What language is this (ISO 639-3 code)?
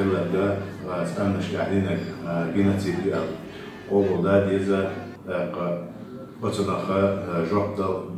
che